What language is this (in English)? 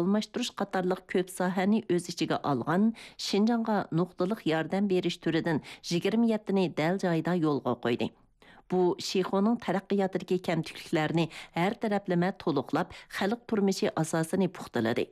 Uyghur